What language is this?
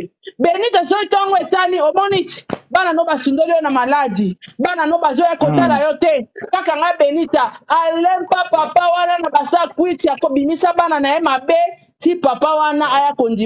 Lingala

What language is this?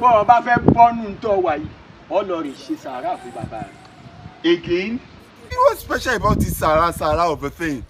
Yoruba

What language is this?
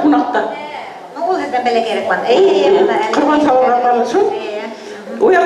Bashkir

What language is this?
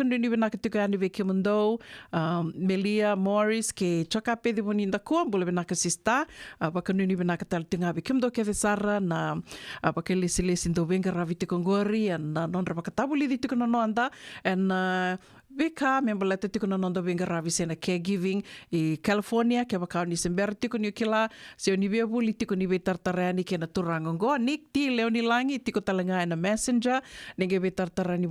Fijian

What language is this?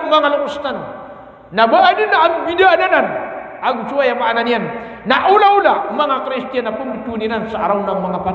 Maranao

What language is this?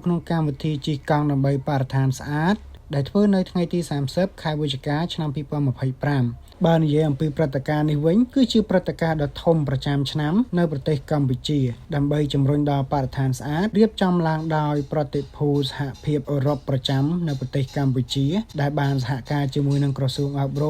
Khmer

